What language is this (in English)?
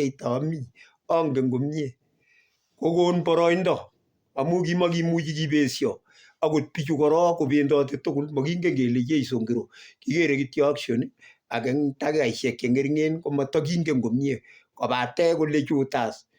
Kalenjin